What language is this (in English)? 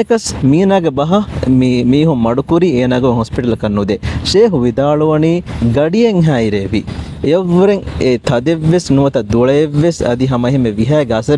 Divehi